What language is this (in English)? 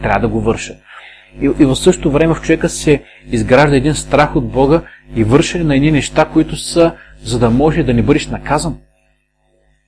Bulgarian